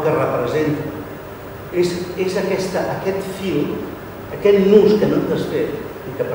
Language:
Catalan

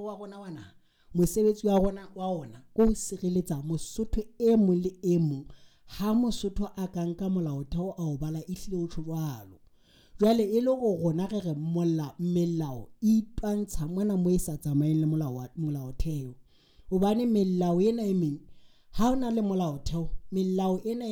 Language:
Southern Sotho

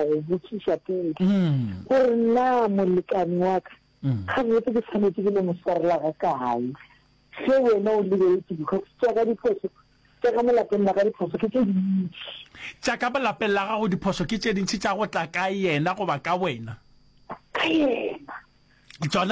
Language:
Northern Sotho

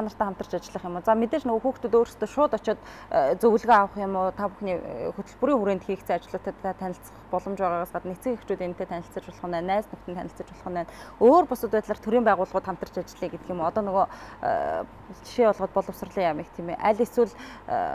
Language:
Mongolian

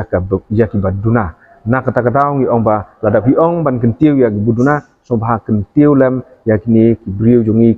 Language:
Khasi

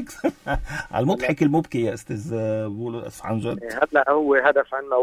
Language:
North Levantine Arabic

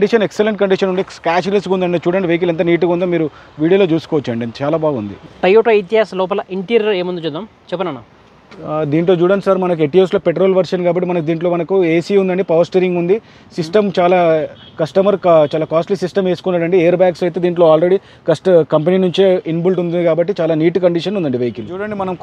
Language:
Telugu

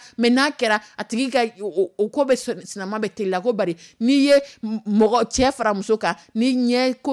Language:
Dyula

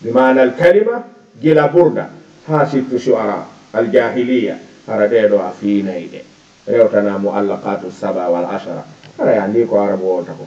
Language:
Fula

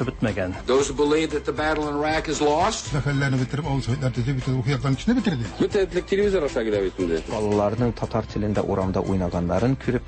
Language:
Tatar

